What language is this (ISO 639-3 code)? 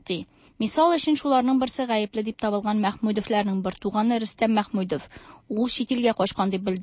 tat